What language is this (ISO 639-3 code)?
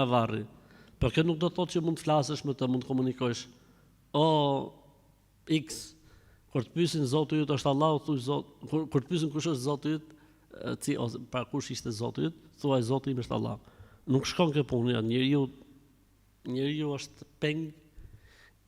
sqi